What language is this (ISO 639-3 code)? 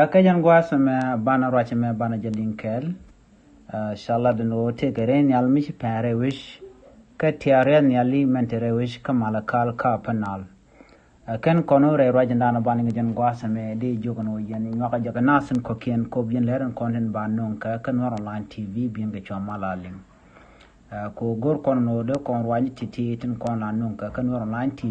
nus